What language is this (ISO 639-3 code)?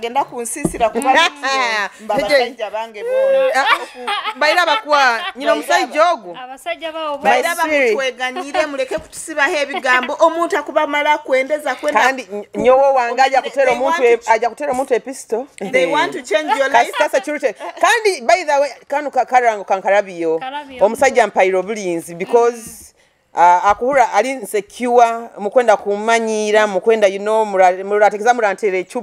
nyo